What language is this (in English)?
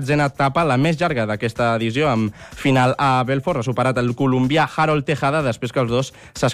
Catalan